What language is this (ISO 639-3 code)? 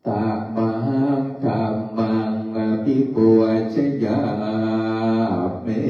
pli